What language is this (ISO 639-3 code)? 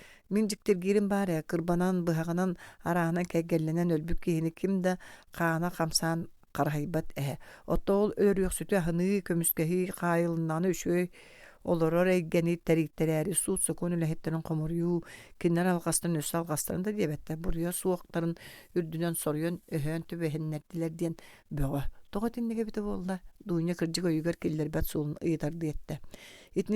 sah